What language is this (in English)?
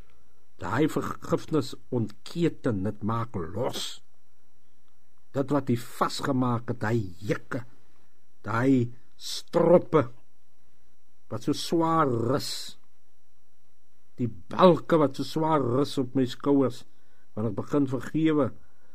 Afrikaans